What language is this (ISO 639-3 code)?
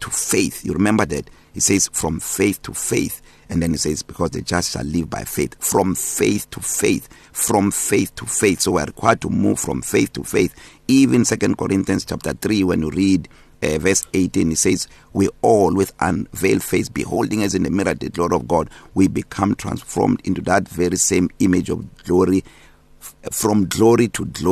eng